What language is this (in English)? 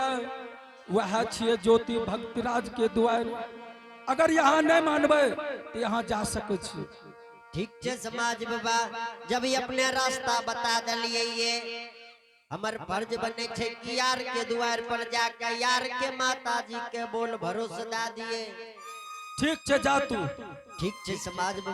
Angika